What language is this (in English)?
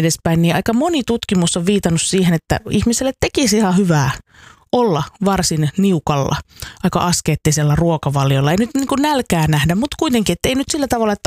Finnish